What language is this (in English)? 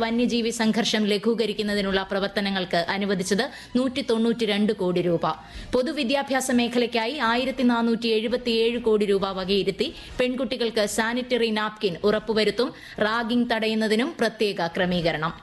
Malayalam